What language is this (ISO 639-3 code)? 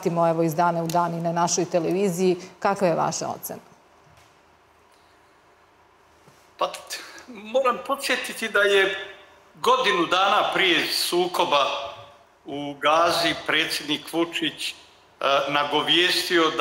srp